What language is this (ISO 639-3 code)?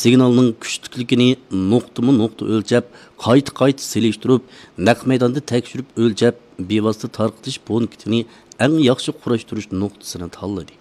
uig